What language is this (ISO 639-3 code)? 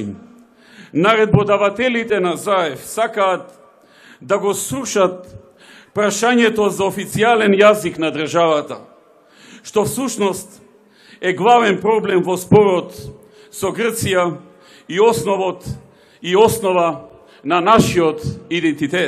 mkd